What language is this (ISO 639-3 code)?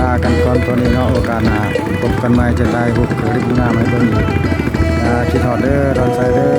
lao